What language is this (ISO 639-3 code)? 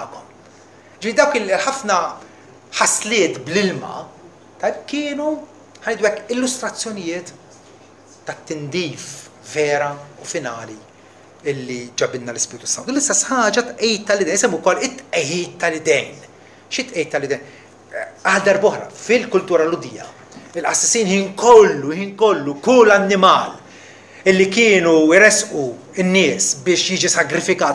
mlt